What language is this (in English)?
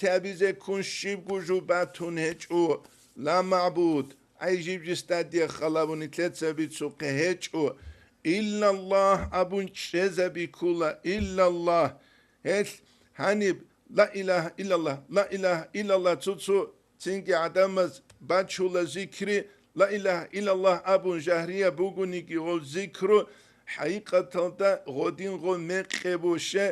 Avaric